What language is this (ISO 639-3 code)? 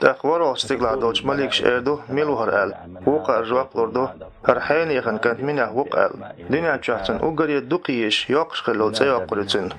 che